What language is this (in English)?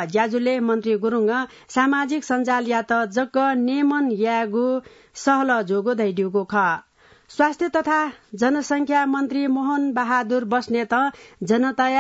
Newari